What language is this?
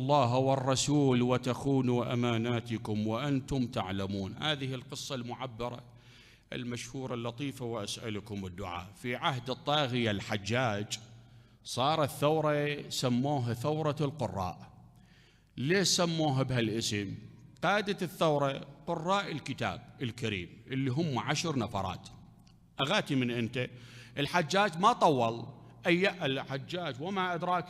Mesopotamian Arabic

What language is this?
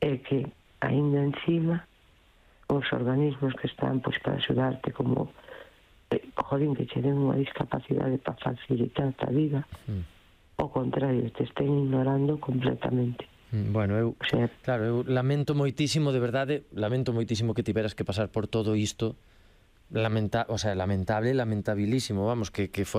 Galician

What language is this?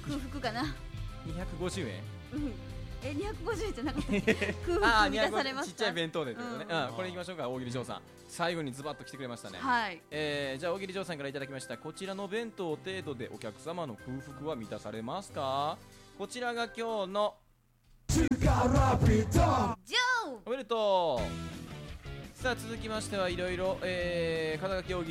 Japanese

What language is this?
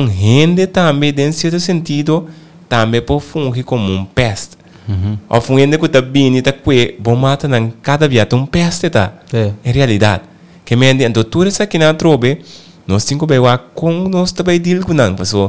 Papiamento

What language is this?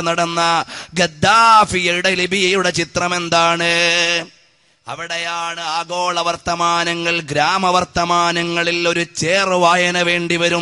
Malayalam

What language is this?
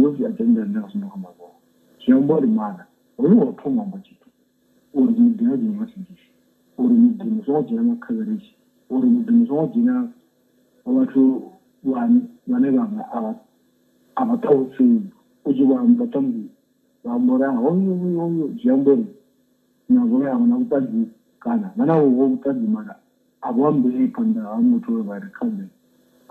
Venda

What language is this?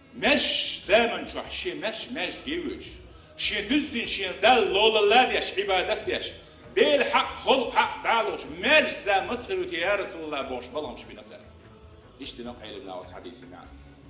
Chechen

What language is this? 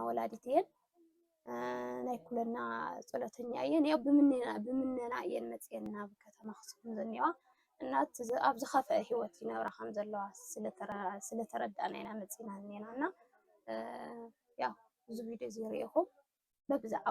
Tigrinya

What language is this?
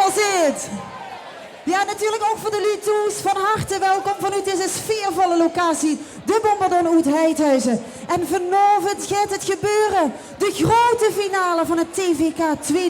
Limburgish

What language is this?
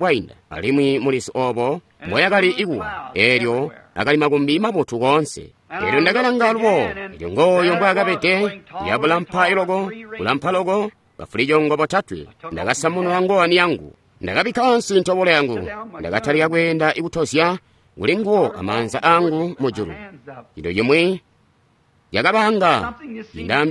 Tonga (Zambia)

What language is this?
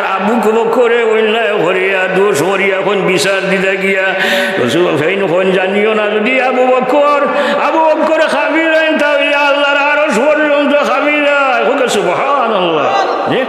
Sylheti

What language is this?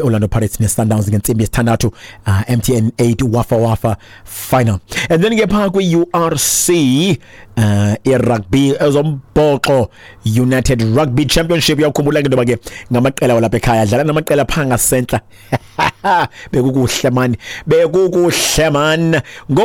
Xhosa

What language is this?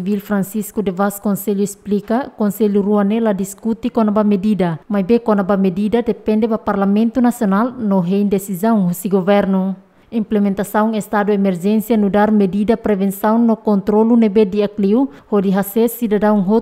Tetum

